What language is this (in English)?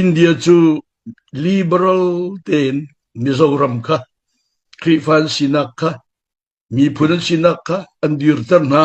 Hakha Chin